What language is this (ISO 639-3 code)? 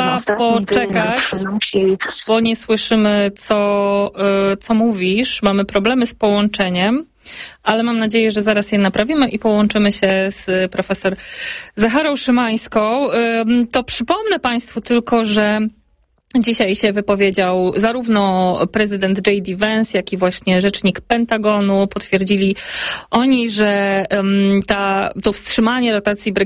pol